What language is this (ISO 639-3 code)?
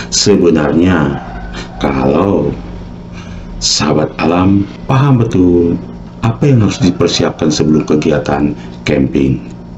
ind